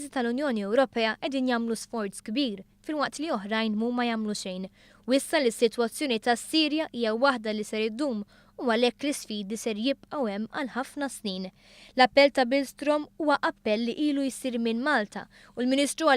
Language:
Maltese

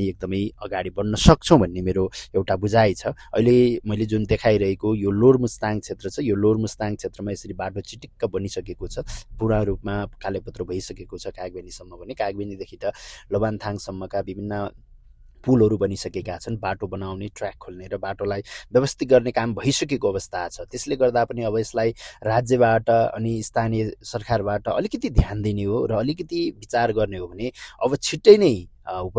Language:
Nepali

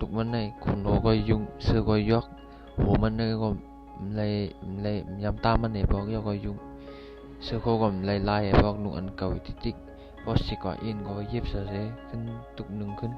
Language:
Shan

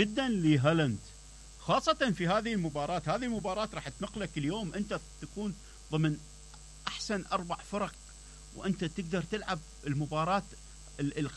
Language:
Mesopotamian Arabic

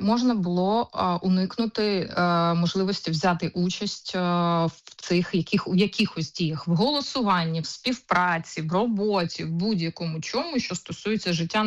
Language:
Ukrainian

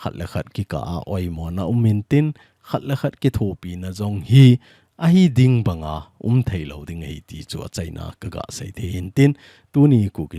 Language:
Thado Chin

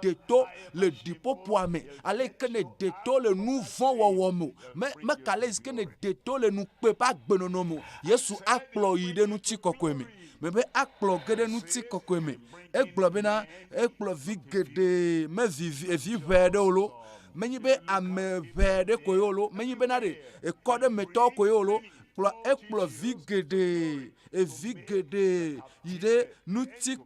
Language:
Ewe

